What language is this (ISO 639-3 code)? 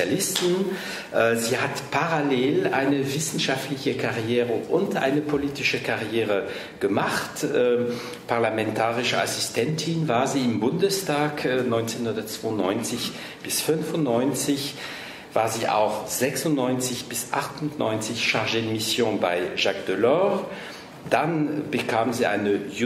deu